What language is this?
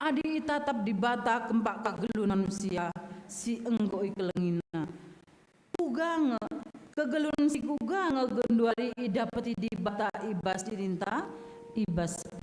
Batak Karo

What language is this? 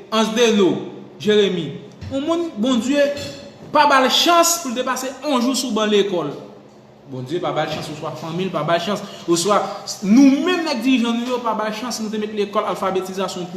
Haitian Creole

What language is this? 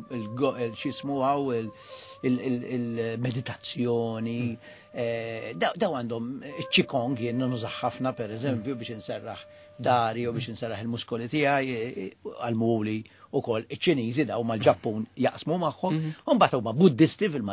Maltese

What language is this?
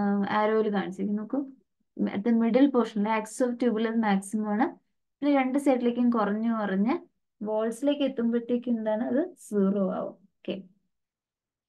Malayalam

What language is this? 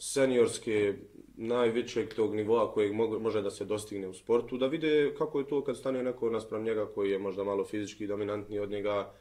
Bosnian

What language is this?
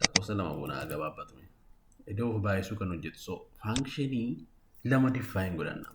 Oromo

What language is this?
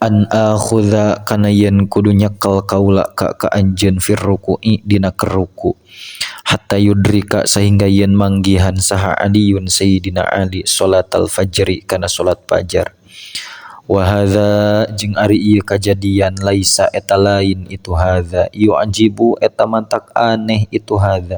Sundanese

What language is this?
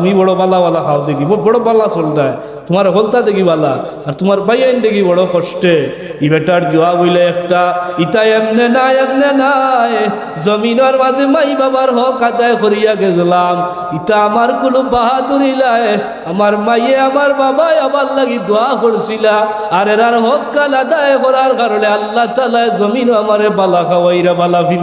Sylheti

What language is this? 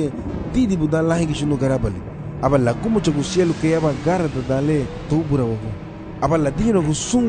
Garifuna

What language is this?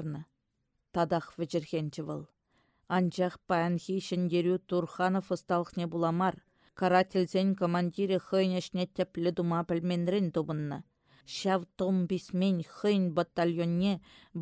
Chuvash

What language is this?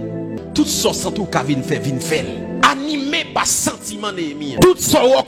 Haitian Creole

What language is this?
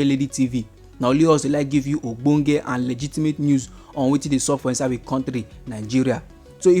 Nigerian Pidgin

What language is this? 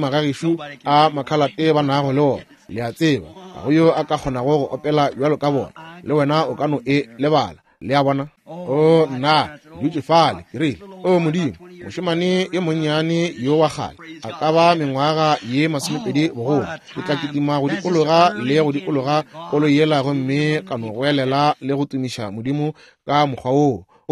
Northern Sotho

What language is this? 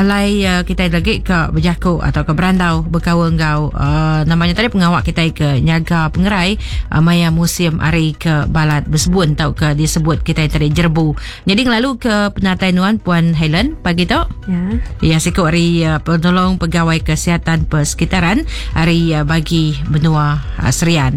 Iban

